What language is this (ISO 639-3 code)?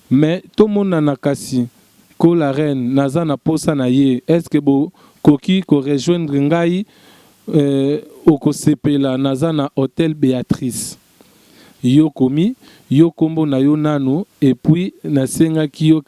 lin